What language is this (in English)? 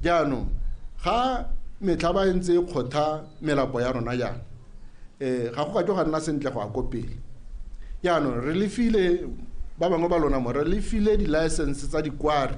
Tswana